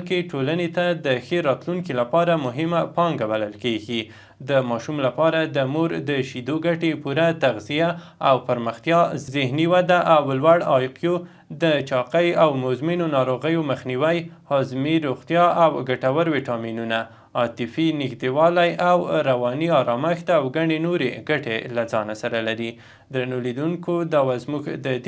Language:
Pashto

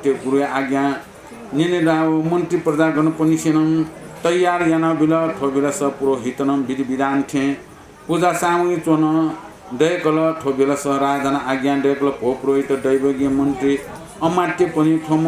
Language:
Newari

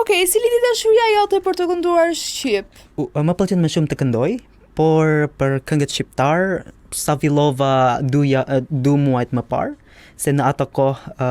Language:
Albanian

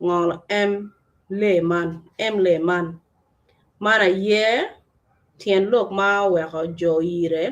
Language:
Acoli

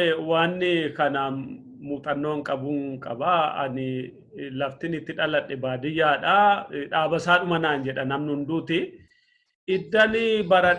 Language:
Oromo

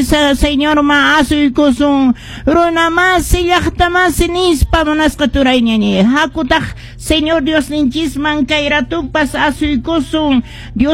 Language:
Quechua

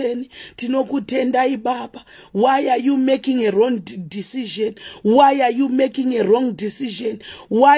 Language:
Shona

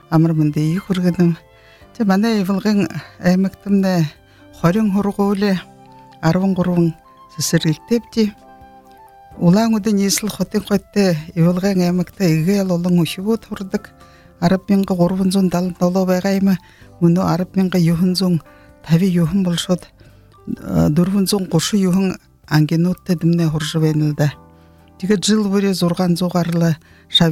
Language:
Buriat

